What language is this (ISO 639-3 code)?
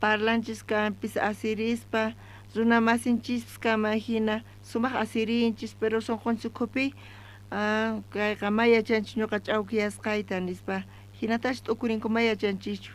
quh